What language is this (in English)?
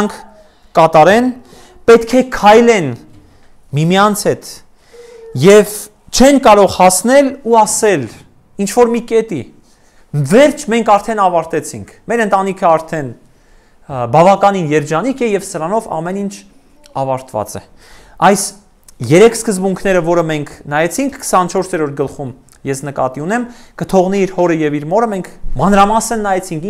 Armenian